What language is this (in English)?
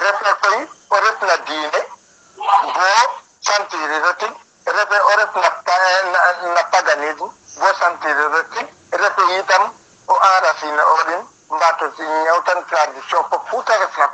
Serer